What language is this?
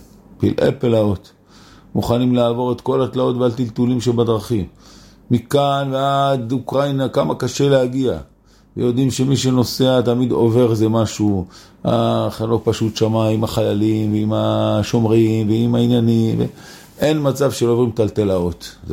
Hebrew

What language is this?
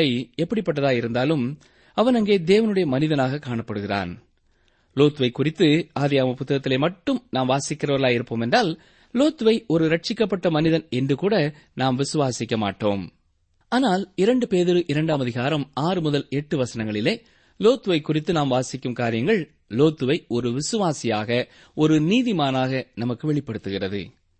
Tamil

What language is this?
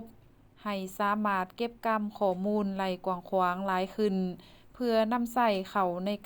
Lao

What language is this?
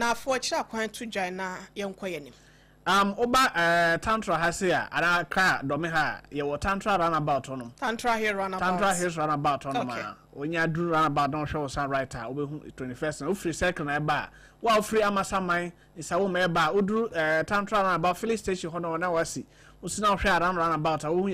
Akan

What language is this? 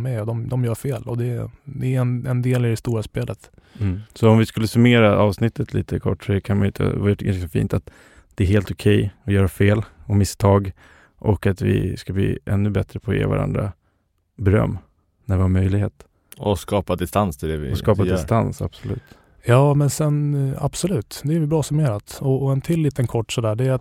Swedish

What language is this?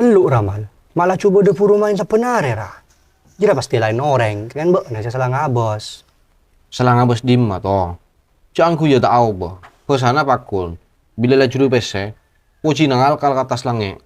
Madurese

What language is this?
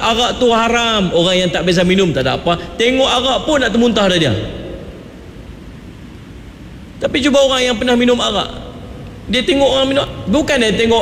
Malay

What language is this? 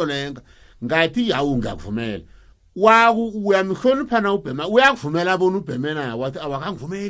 South Ndebele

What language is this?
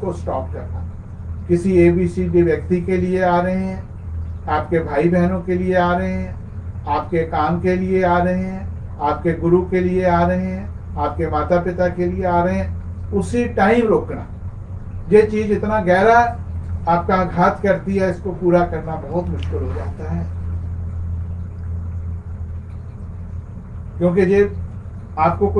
Hindi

